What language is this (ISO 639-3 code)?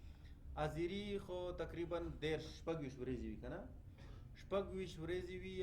pus